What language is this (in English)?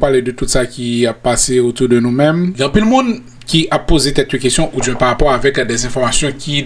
Haitian Creole